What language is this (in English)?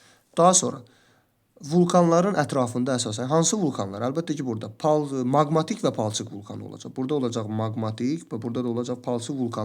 Azerbaijani